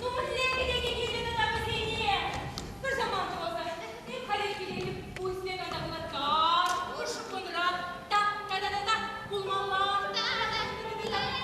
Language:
Chuvash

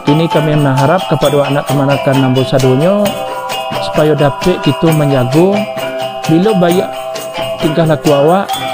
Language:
Minangkabau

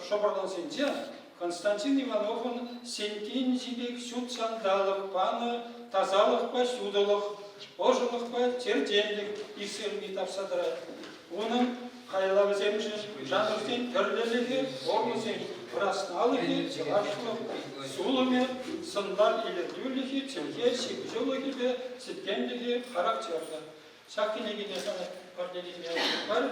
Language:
Chuvash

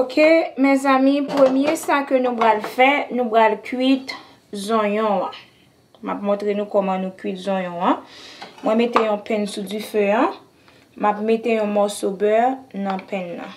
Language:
Haitian Creole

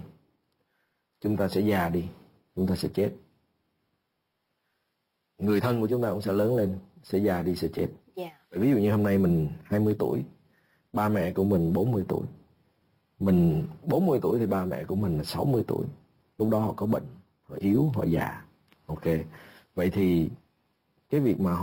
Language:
Vietnamese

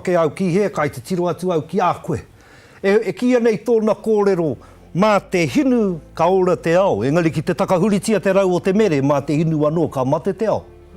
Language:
Māori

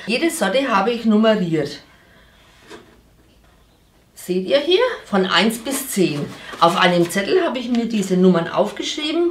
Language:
German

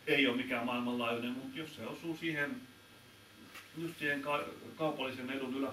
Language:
Finnish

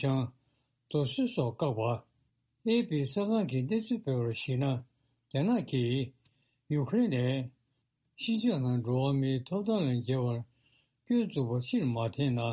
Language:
Tibetan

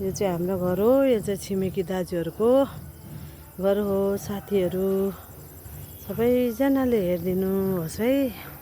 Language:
Nepali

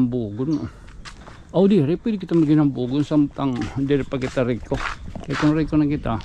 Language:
Waray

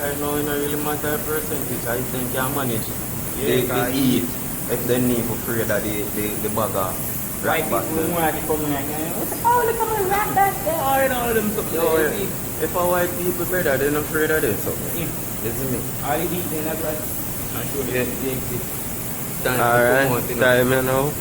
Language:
Jamaican Creole English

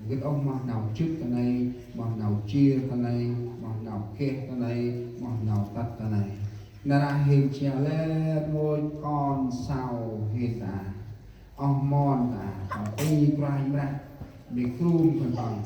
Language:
Central Mnong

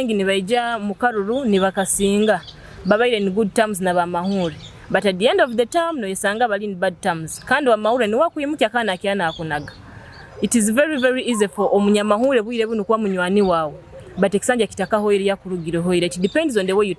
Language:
Nyoro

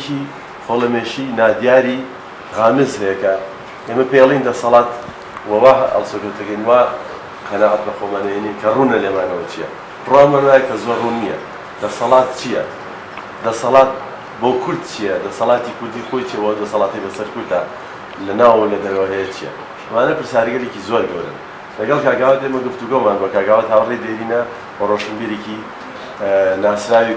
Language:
Central Kurdish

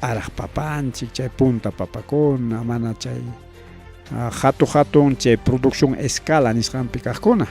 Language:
Ayacucho Quechua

